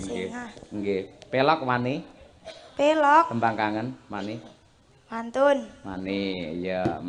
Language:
Javanese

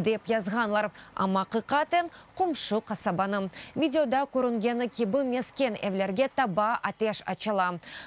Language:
Crimean Tatar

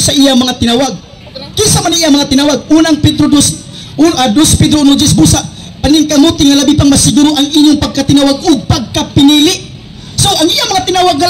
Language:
Cebuano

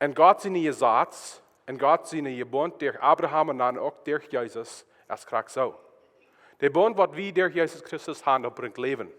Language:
Plautdietsch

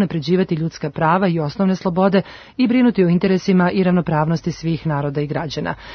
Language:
Serbian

